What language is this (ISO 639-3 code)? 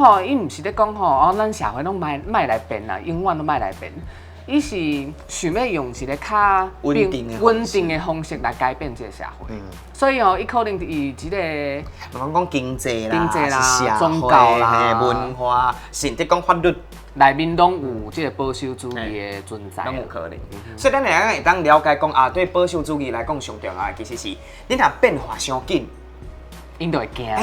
nan